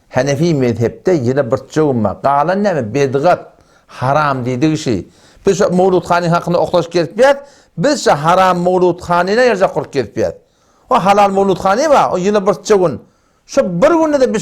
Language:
Turkmen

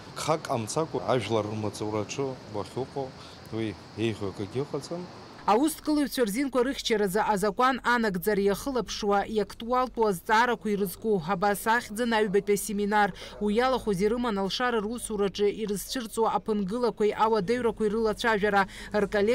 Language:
Abkhazian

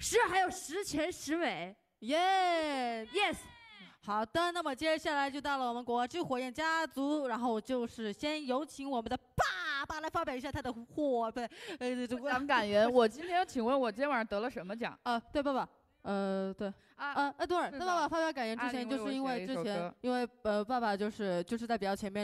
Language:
Chinese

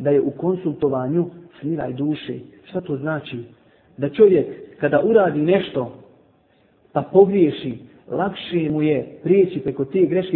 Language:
Bosnian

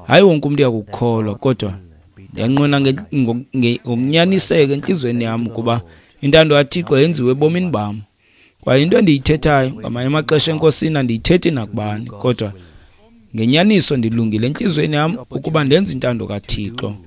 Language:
Xhosa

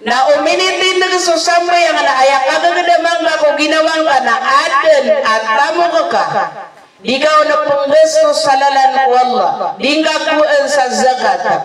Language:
Maranao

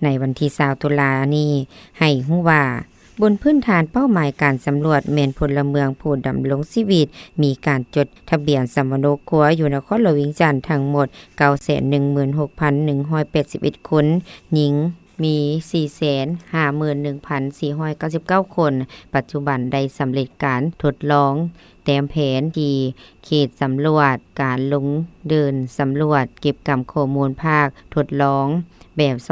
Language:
Lao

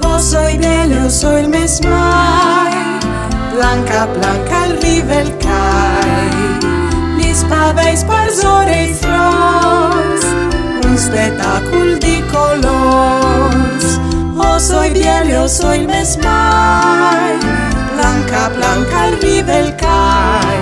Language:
Friulian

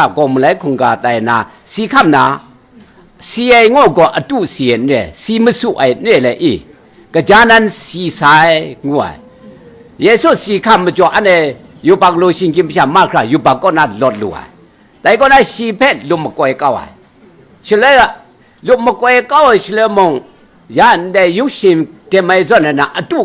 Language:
Kachin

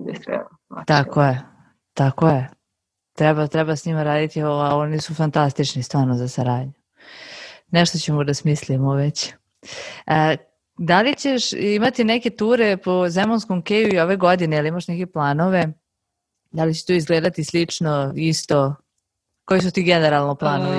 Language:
Serbian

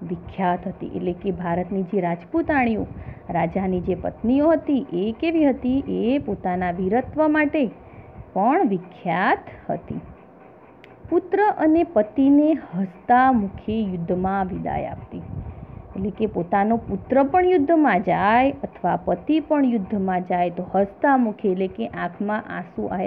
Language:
Gujarati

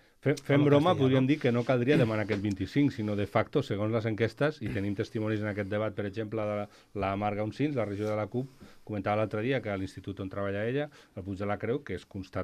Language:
Catalan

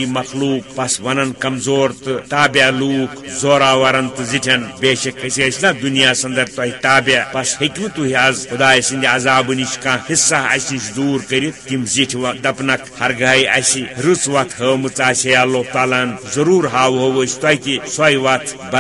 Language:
Kashmiri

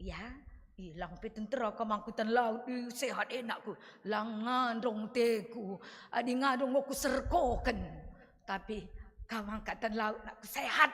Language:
Batak Karo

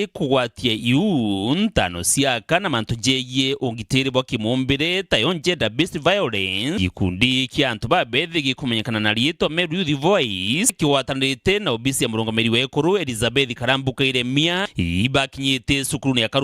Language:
Meru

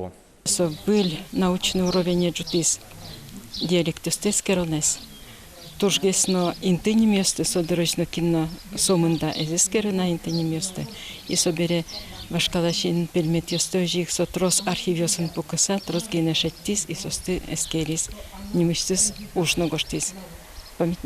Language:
Udmurt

